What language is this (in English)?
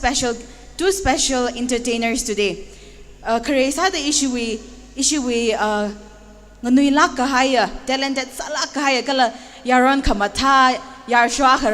Tangkhul Naga (India)